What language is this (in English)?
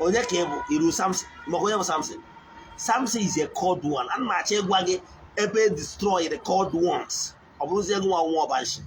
Igbo